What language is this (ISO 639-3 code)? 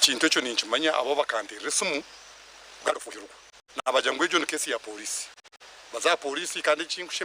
nyn